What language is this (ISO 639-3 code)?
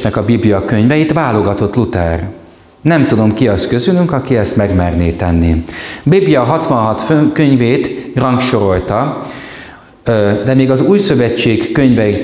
hun